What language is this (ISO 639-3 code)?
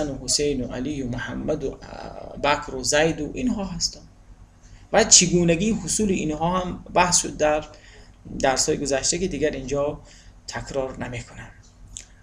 tgk